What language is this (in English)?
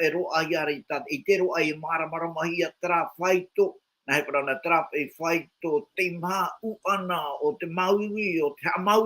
Tahitian